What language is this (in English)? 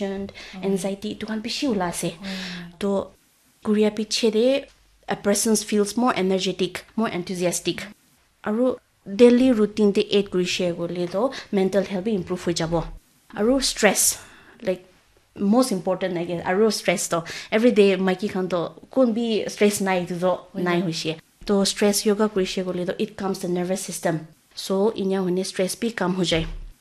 Naga Pidgin